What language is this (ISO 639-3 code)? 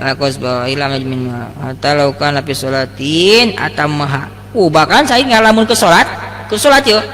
sun